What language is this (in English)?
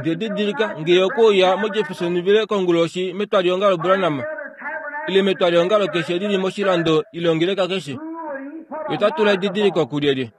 Kuanyama